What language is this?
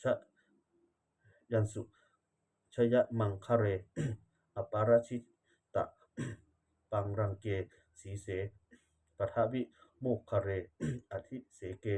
Pali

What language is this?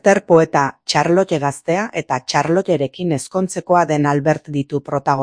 Basque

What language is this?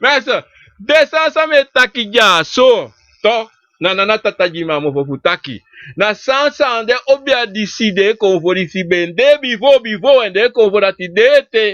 Sranan Tongo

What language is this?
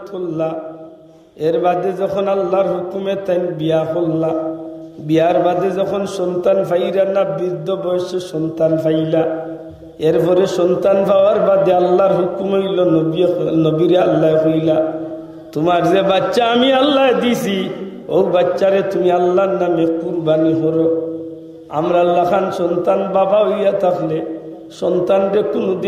Sylheti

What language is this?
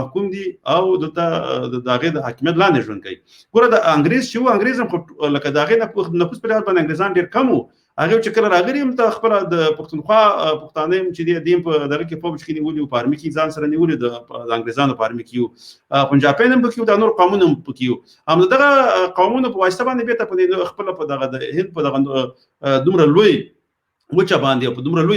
Pashto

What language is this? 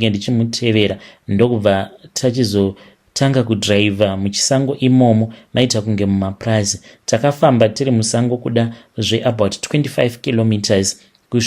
Shona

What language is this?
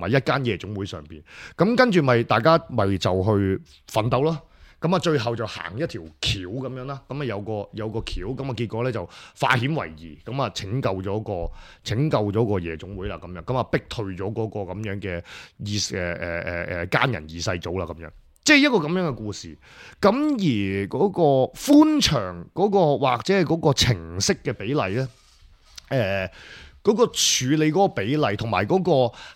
Cantonese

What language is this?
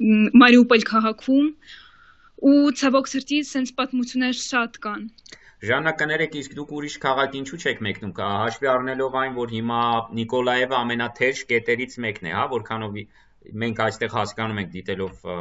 Armenian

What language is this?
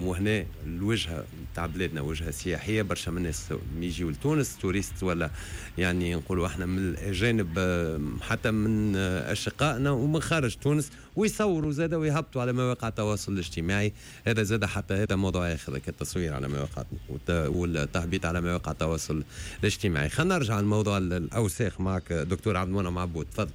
Tunisian Arabic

